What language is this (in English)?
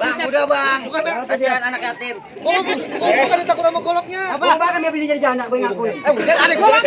Betawi